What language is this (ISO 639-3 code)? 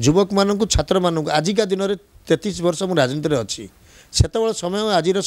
ori